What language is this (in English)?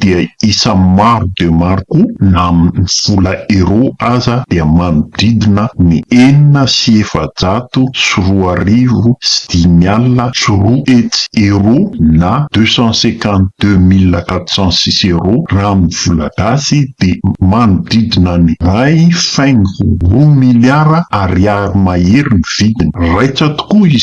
Malagasy